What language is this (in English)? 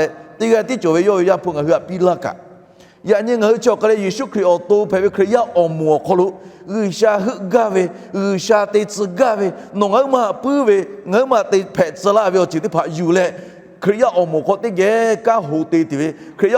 Lahu